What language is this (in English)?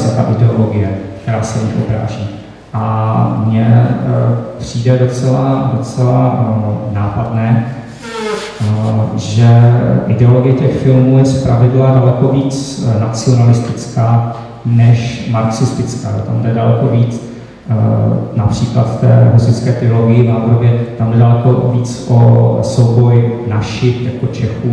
Czech